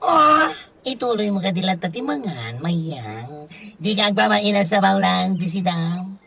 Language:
Iloko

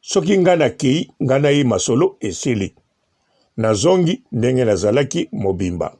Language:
Lingala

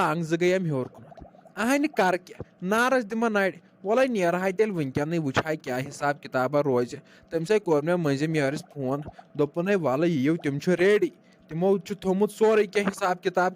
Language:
Kashmiri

